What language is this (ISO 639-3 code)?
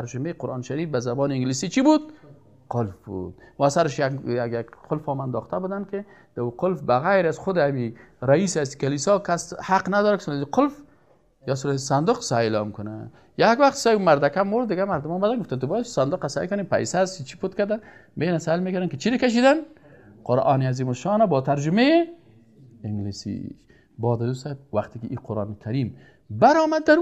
fas